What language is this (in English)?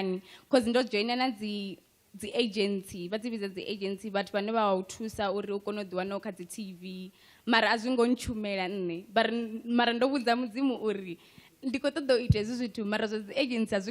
Venda